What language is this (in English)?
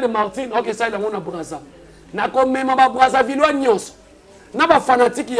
Lingala